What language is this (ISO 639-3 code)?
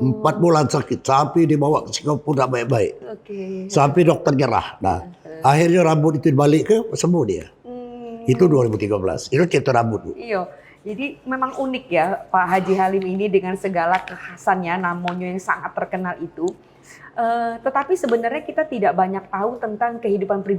mui